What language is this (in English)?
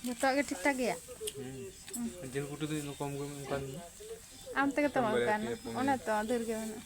Santali